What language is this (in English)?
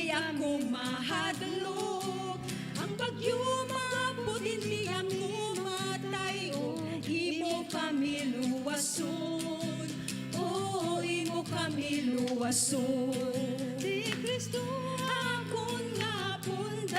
Hiligaynon